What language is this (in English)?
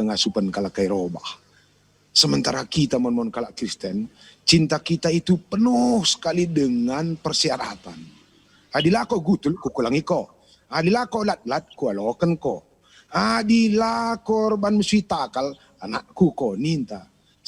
Batak Karo